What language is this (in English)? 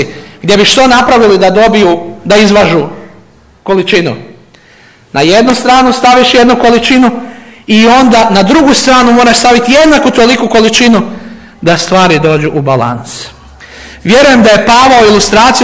Croatian